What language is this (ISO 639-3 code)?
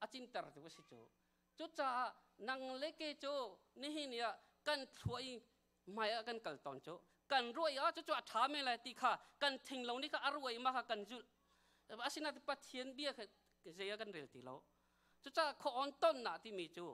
cnh